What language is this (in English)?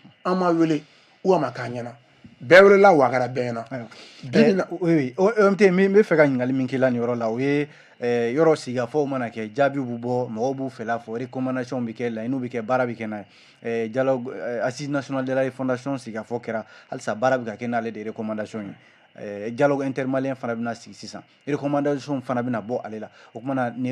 Bambara